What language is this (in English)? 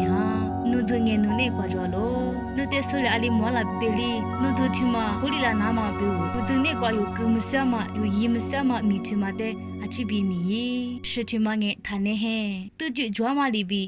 Lisu